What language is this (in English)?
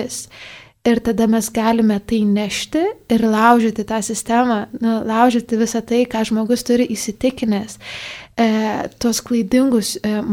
Lithuanian